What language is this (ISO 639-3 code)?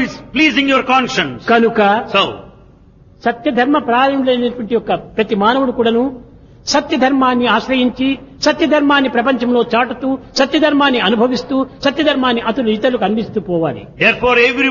tel